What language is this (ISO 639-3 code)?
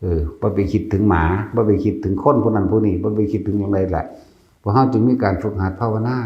tts